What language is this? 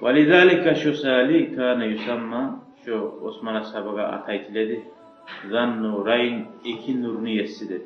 Kumyk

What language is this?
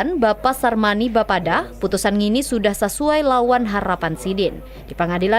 Banjar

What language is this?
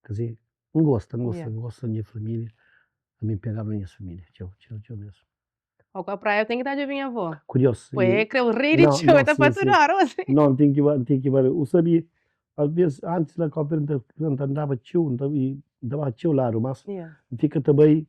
Kabuverdianu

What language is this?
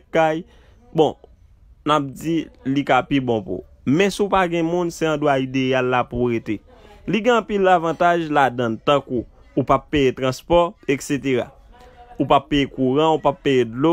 Haitian Creole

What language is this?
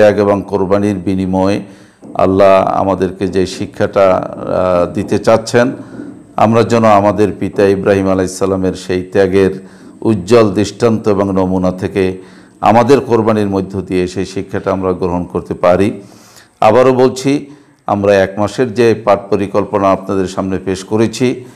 Bangla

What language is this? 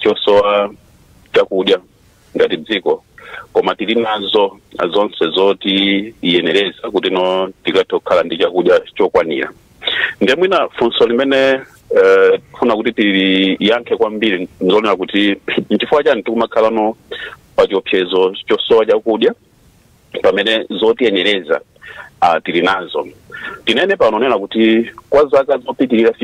Nyanja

